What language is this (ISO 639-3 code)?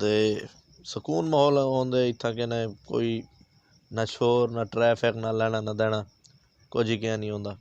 skr